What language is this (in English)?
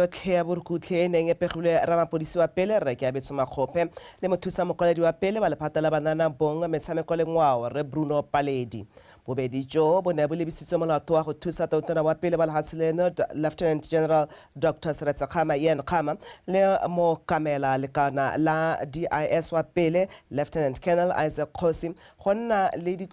Tswana